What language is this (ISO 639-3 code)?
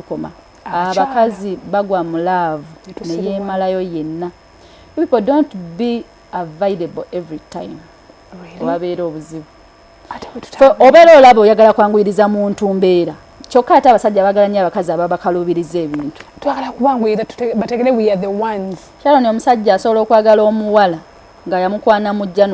lug